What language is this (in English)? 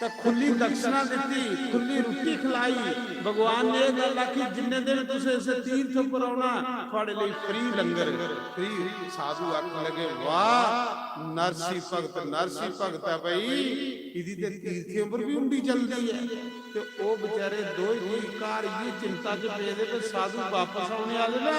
Dogri